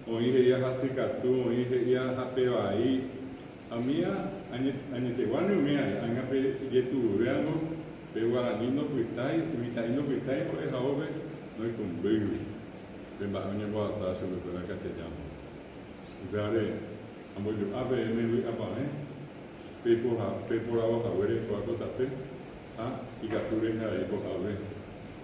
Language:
Guarani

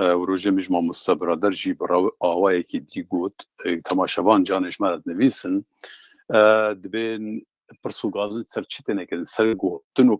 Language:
Kurdish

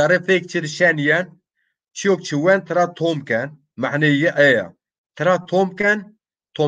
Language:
Zaza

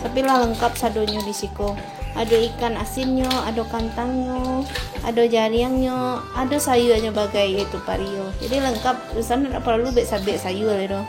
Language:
Minangkabau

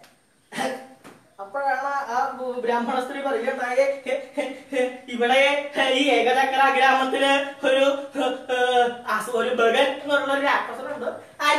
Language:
Malayalam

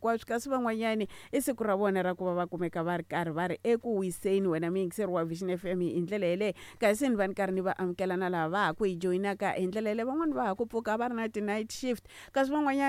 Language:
Tsonga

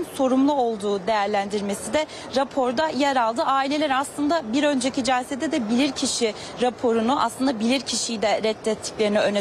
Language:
Turkish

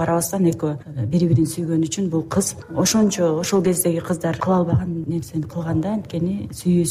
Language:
Kyrgyz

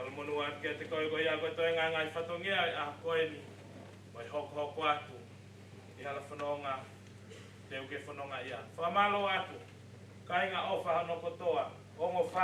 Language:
Tongan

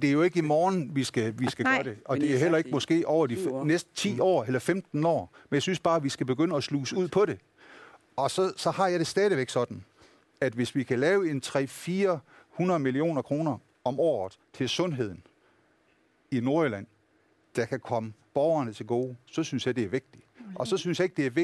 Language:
Danish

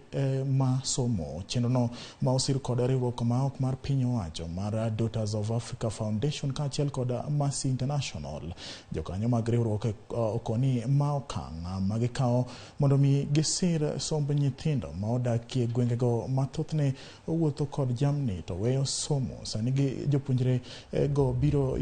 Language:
Luo (Kenya and Tanzania)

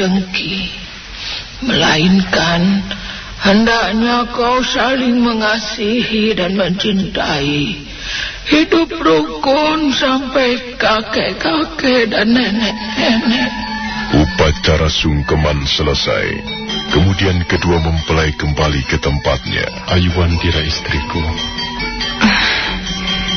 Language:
Indonesian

